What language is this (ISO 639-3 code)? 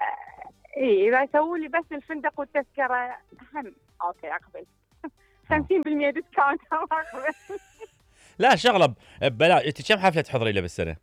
acm